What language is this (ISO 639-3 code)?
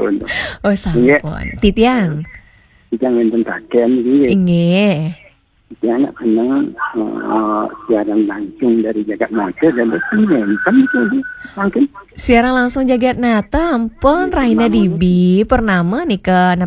ban